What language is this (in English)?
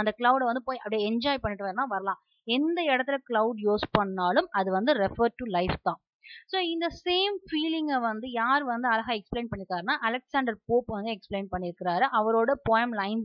Tamil